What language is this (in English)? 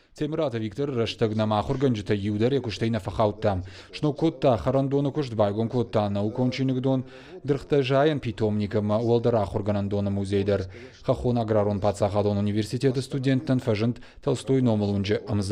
Ossetic